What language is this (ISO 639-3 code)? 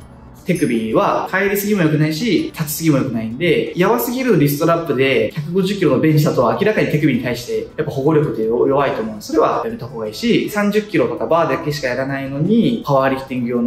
jpn